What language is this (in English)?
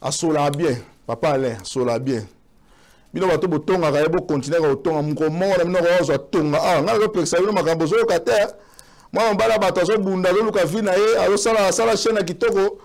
Lingala